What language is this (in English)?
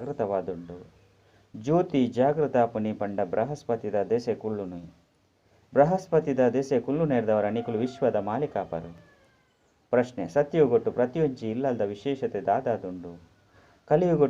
Tulu